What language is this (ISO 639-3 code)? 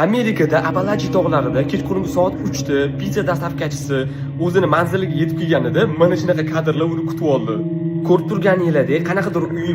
uzb